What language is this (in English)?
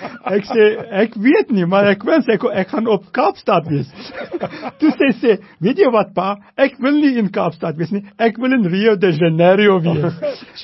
Afrikaans